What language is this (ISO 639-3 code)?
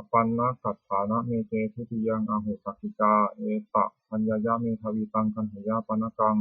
pli